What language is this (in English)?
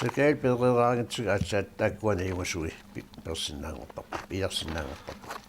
Kalaallisut